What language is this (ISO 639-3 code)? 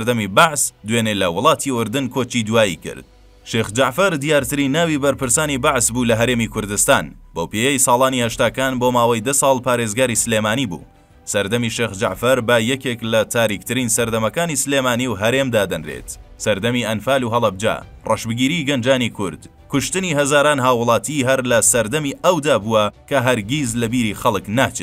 ckb